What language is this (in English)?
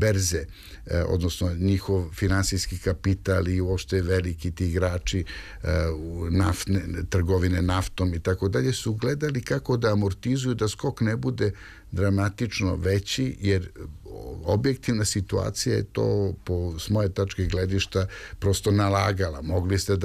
Serbian